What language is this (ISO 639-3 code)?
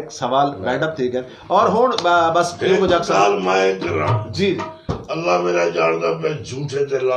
skr